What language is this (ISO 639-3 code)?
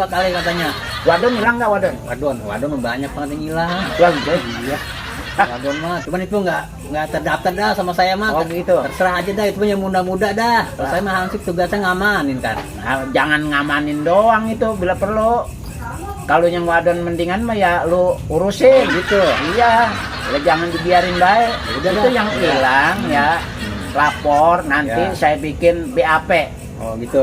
bew